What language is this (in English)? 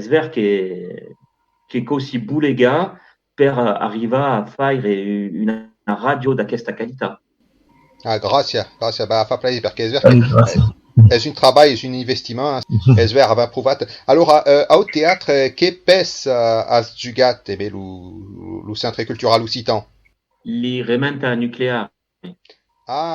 Occitan